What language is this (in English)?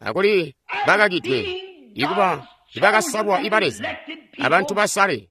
Tonga (Zambia)